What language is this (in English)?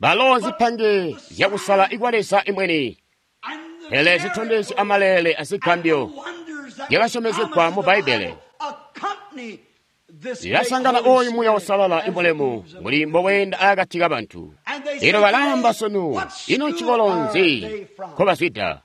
Tonga (Zambia)